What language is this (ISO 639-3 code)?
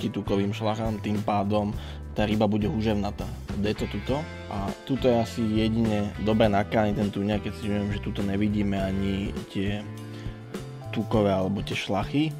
slk